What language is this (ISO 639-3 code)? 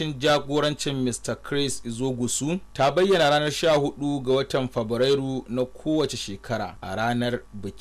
hau